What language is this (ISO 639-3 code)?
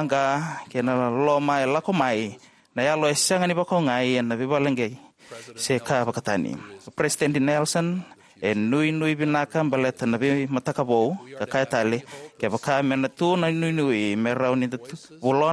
fij